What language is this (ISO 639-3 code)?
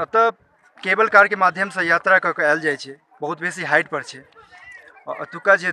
mai